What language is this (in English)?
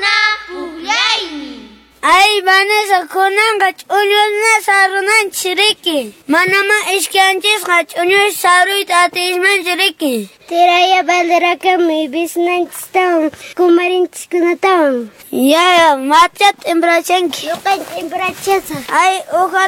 Quechua